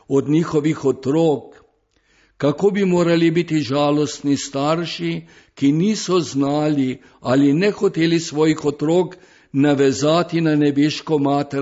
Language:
Slovenian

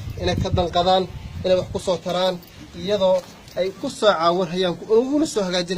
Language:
Somali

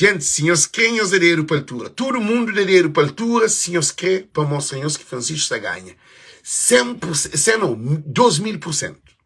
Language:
Kabuverdianu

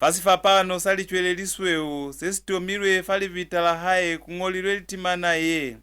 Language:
Lozi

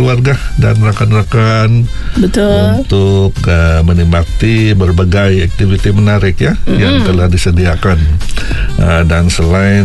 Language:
Malay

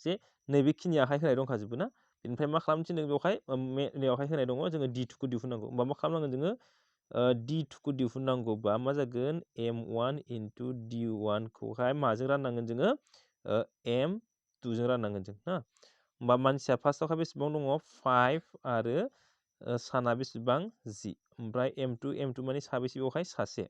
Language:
Bodo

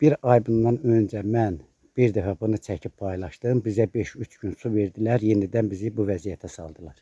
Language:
Azerbaijani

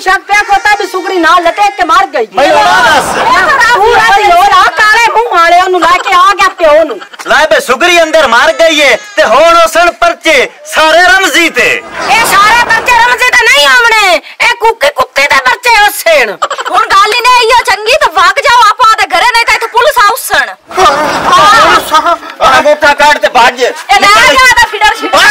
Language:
Punjabi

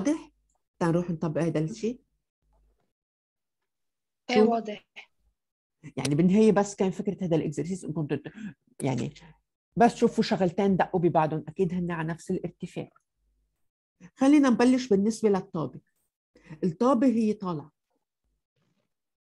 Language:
North Levantine Arabic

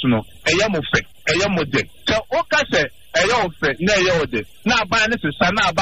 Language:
Akan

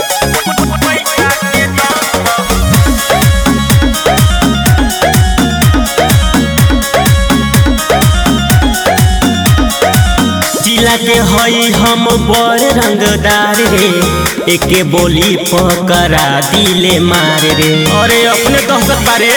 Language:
Bhojpuri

